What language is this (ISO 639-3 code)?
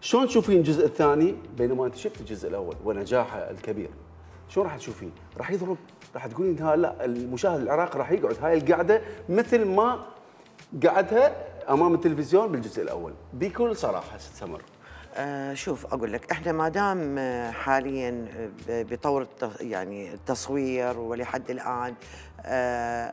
acm